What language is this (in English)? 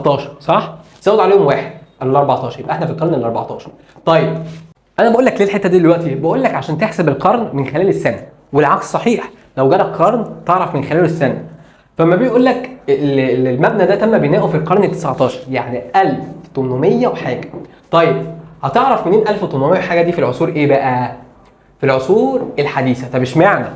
Egyptian Arabic